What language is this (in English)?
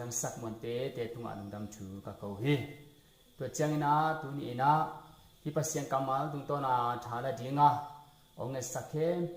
Tedim Chin